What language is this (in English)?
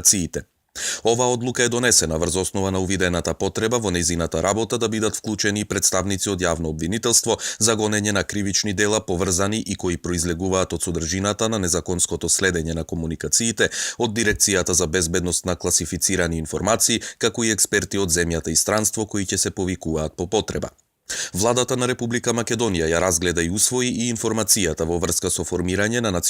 Macedonian